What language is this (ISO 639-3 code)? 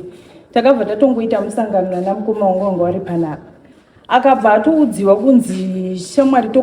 sna